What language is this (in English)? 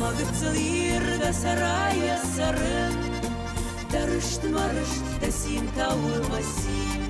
Ossetic